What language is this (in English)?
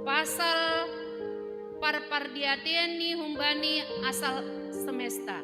Batak Simalungun